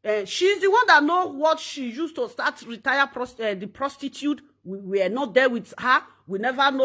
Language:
Nigerian Pidgin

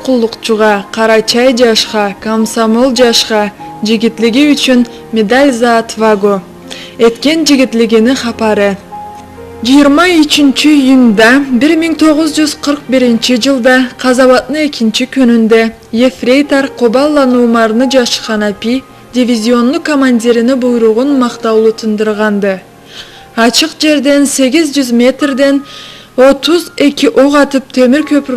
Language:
Karachay-Balkar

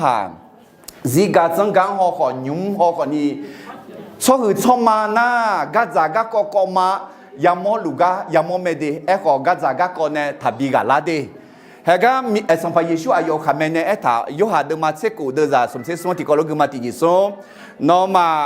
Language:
Akha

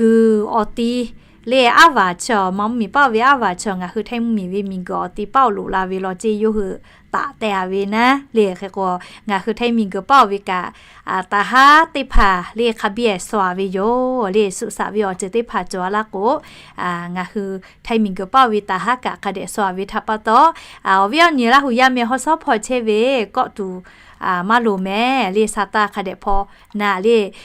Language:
Lahu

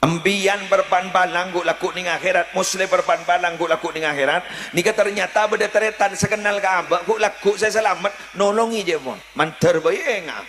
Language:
Madurese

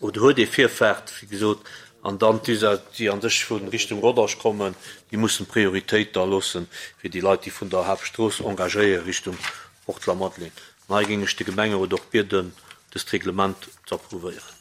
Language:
Luxembourgish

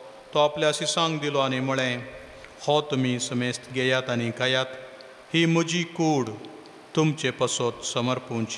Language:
Konkani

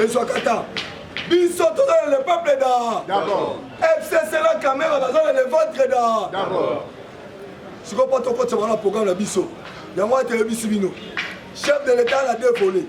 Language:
Lingala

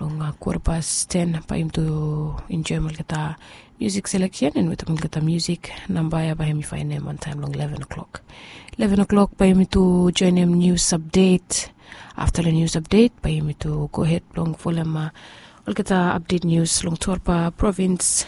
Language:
Bislama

